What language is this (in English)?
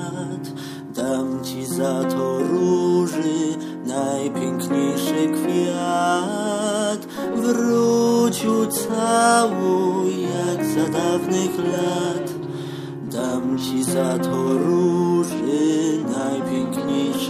Polish